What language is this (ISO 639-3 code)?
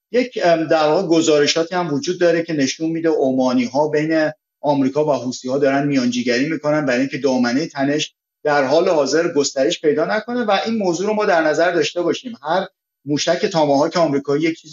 fas